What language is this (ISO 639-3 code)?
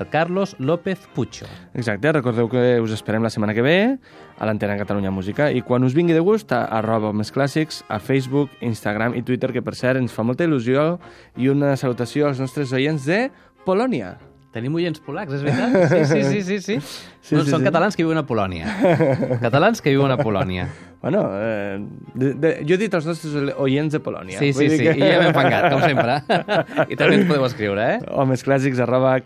cat